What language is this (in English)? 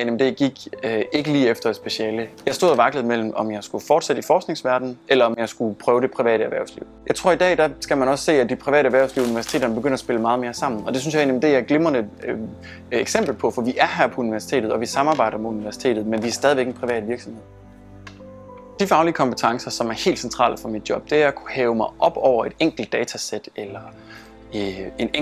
Danish